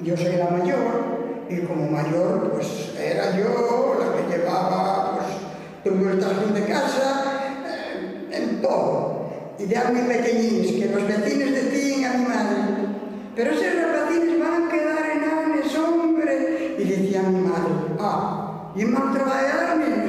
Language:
Galician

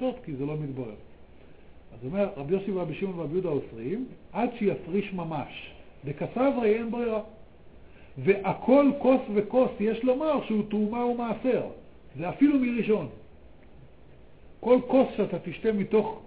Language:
Hebrew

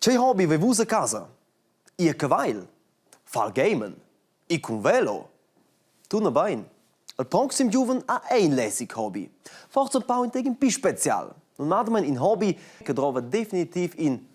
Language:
Romansh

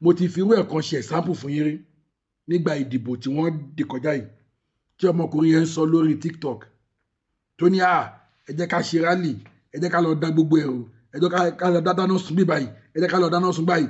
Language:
Yoruba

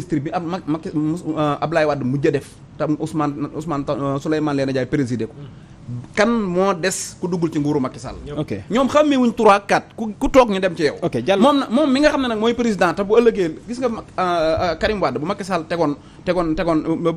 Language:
Wolof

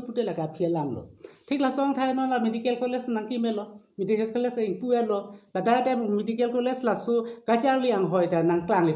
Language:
Karbi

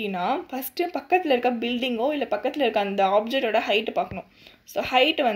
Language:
Tamil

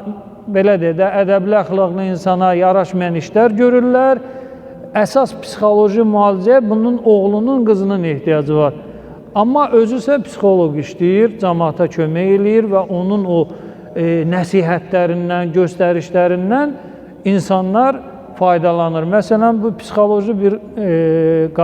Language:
Azerbaijani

